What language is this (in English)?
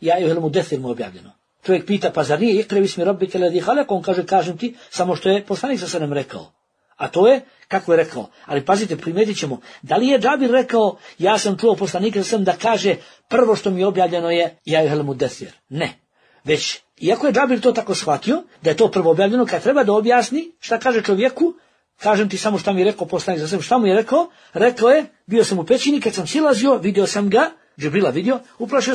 Bosnian